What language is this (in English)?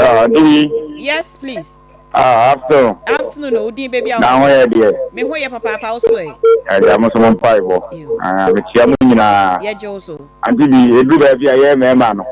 Akan